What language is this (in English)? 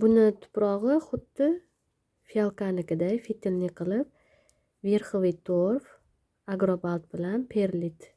Uzbek